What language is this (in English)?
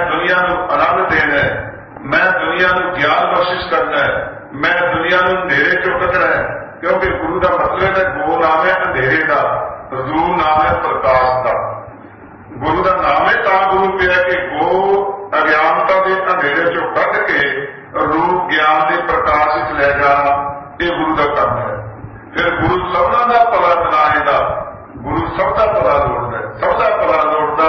Punjabi